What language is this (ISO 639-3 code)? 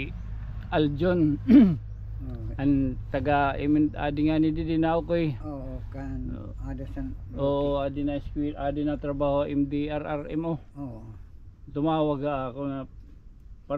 war